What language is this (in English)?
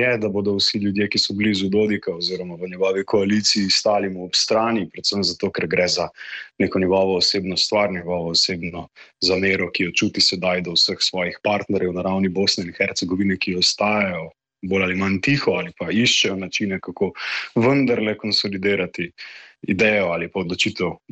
Slovenian